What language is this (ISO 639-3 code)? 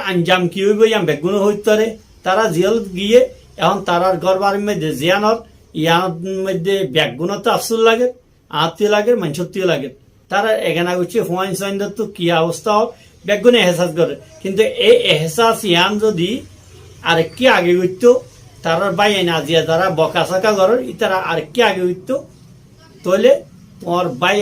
rhg